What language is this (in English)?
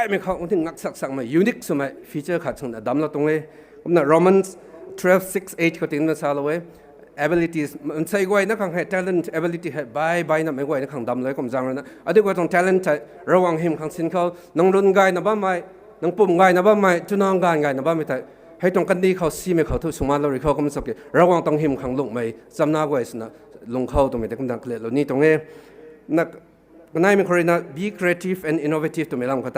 Rongmei Naga